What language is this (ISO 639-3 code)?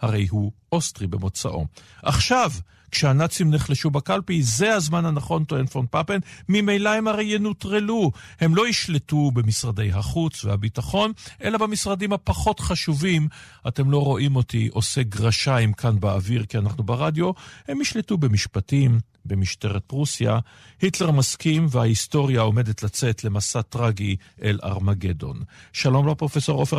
heb